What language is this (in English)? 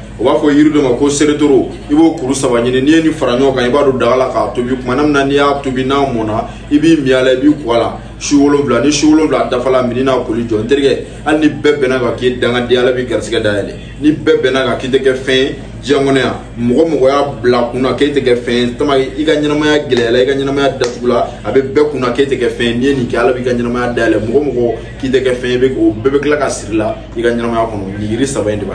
Bambara